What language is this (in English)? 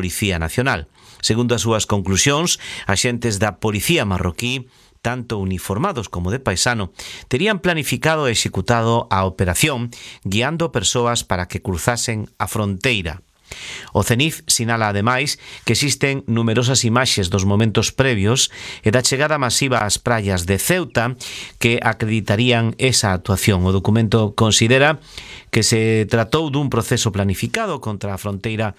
Galician